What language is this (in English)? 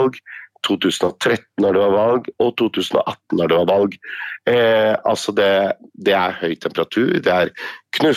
Norwegian